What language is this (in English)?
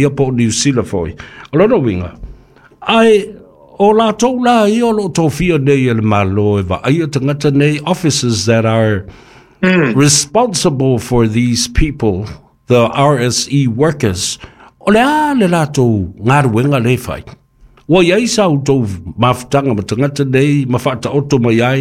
Samoan